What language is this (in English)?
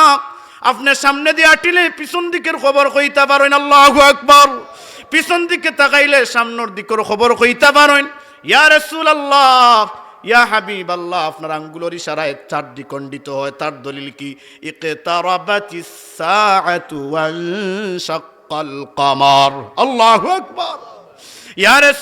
Sylheti